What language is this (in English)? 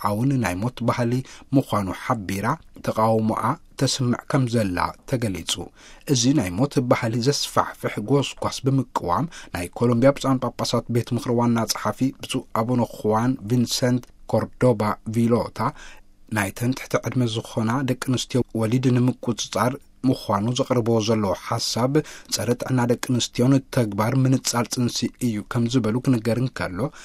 Tigrinya